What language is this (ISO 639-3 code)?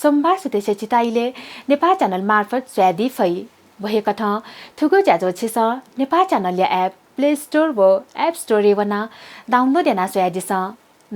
new